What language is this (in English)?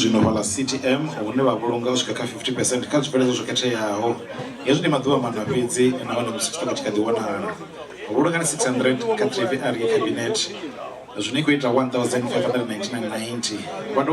Venda